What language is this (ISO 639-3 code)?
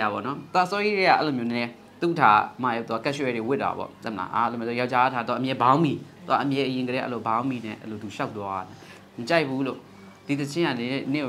mya